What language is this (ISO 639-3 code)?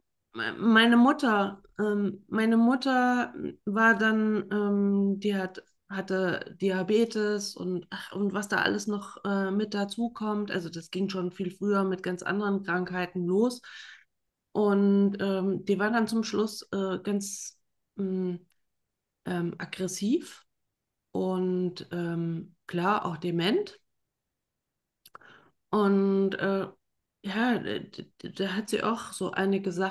deu